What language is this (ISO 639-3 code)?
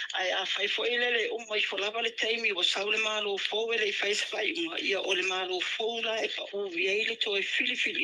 smo